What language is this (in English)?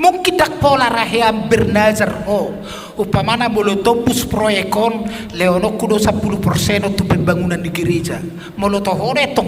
Batak Toba